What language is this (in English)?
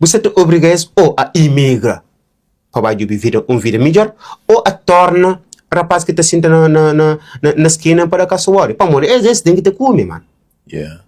Kabuverdianu